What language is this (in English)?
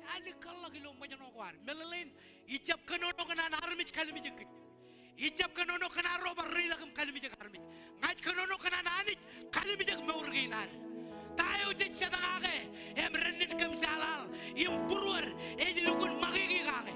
Marshallese